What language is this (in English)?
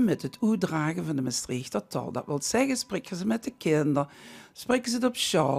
Limburgish